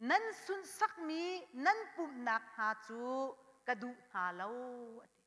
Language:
Hakha Chin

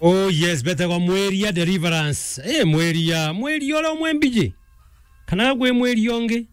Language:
Meru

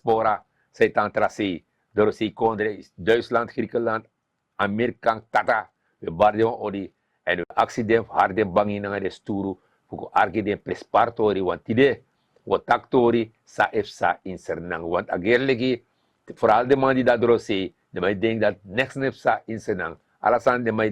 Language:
Sranan Tongo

